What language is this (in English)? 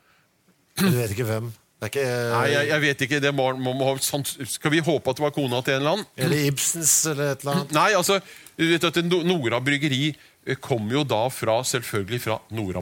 Norwegian